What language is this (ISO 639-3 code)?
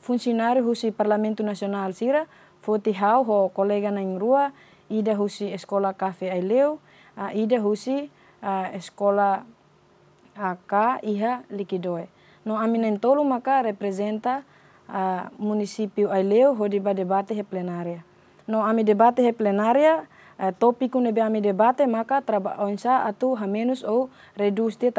tet